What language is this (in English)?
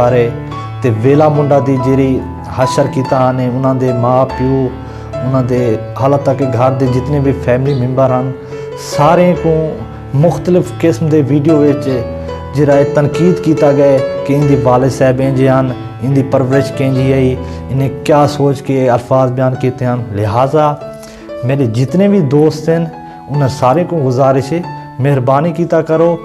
Saraiki